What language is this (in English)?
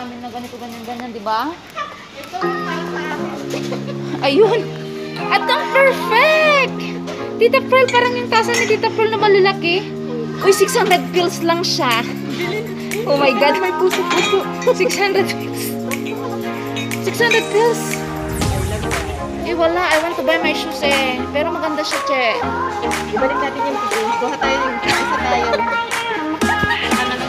Filipino